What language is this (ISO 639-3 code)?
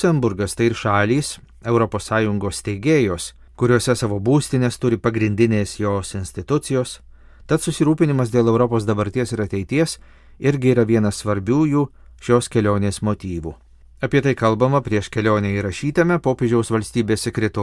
lit